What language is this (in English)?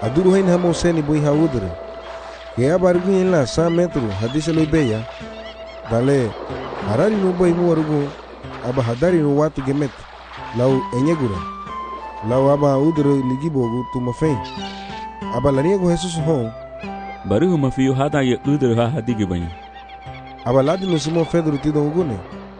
Garifuna